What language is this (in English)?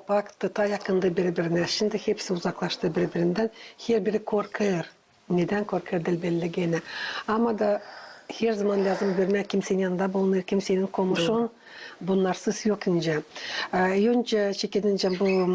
Gagauz